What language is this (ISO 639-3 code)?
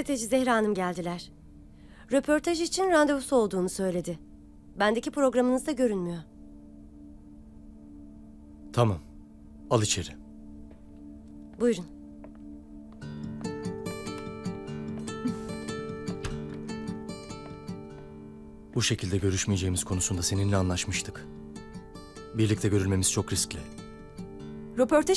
tur